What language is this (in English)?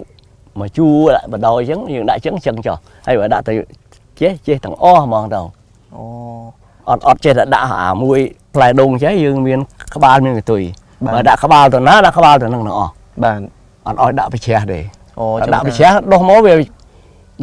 Khmer